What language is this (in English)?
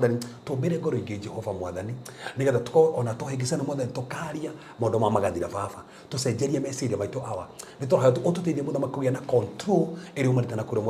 Kikuyu